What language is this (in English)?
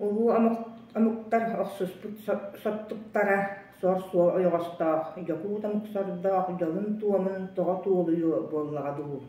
Yakut